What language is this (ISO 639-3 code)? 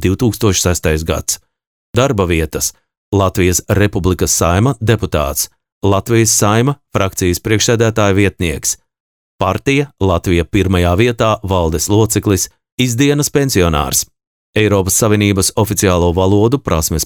lav